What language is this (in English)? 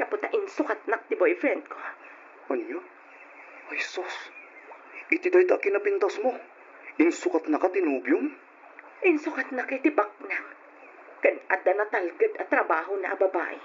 Iloko